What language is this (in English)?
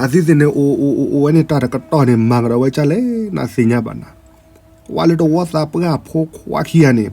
S'gaw Karen